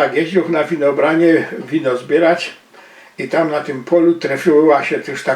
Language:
Silesian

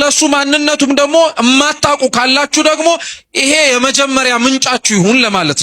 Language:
Amharic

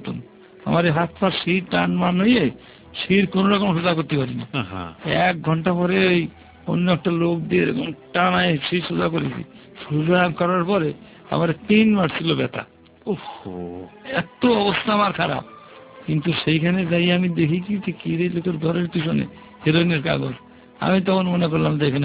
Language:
Bangla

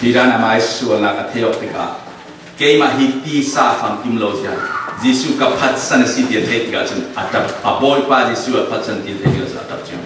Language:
Falam Chin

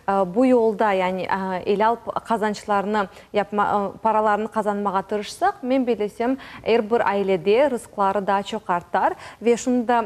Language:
Crimean Tatar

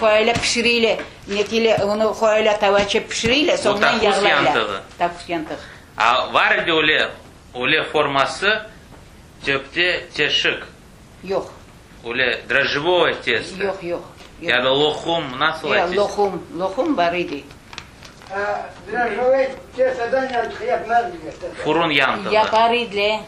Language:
Crimean Tatar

